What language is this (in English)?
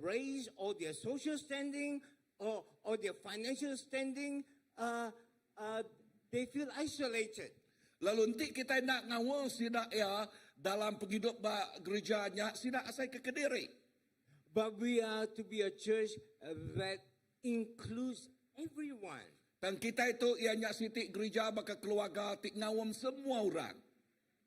Iban